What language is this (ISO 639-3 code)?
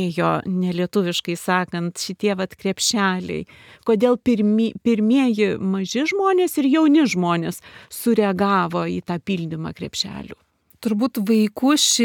lit